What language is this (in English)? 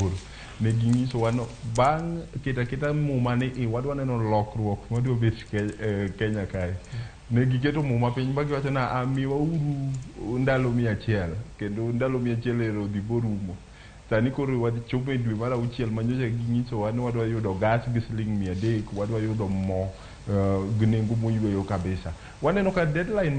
Luo (Kenya and Tanzania)